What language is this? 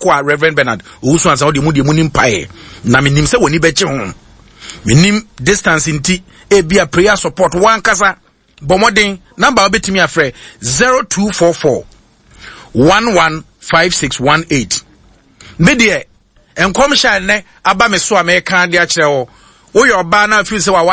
Akan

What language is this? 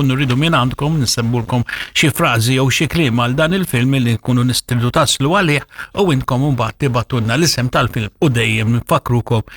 Maltese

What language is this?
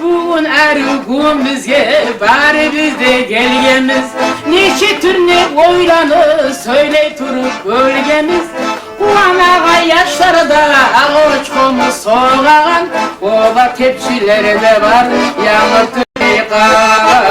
Kumyk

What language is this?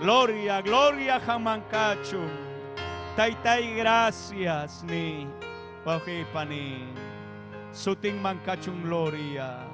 Ayacucho Quechua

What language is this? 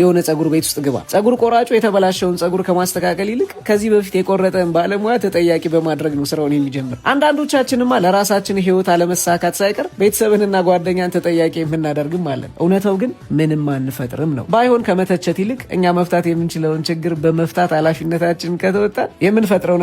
Amharic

